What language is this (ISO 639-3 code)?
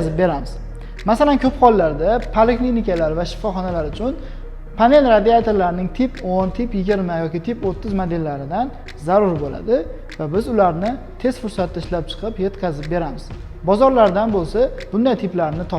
uzb